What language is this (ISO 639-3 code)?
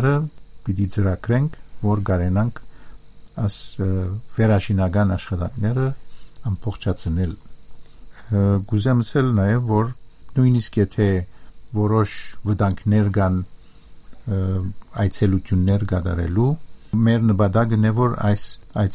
hye